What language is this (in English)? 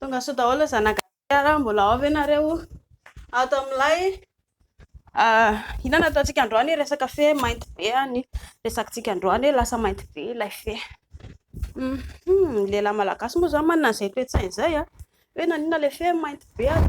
Malagasy